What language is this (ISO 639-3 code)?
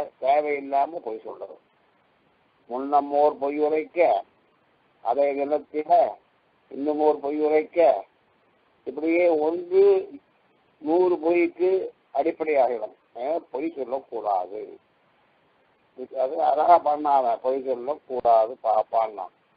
tam